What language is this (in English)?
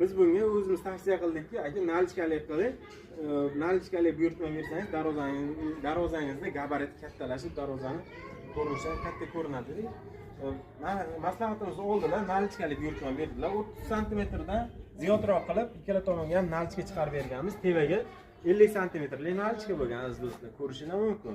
Uzbek